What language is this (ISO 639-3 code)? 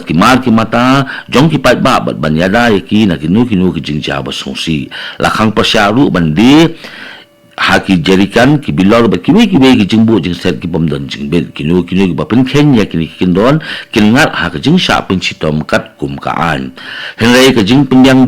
kha